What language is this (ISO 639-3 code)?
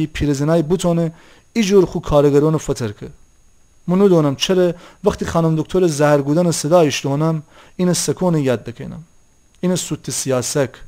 glk